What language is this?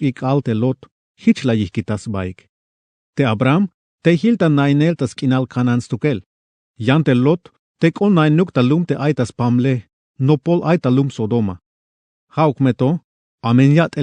Tzeltal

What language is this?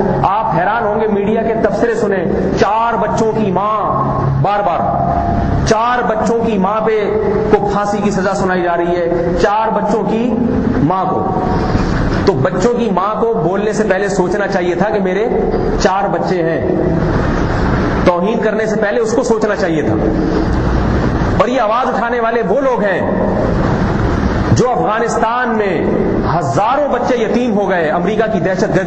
Urdu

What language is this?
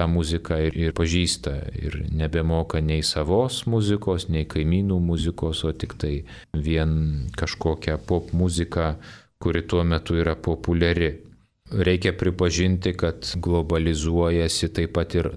Lithuanian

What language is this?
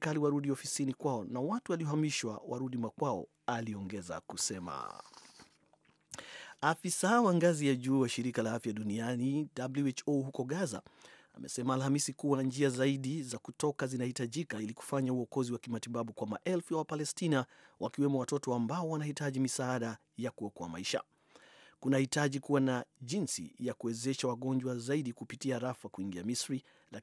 Swahili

